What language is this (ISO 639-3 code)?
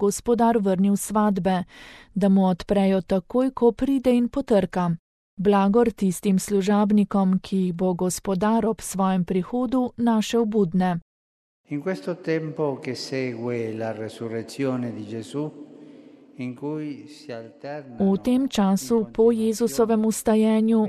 slv